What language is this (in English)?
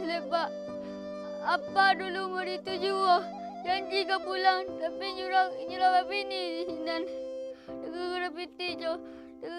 Minangkabau